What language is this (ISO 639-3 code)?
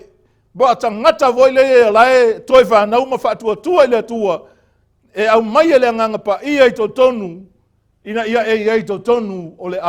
smo